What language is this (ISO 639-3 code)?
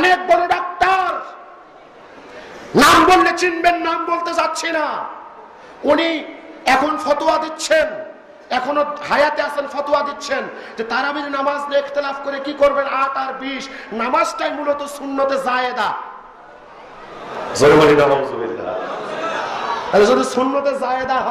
ben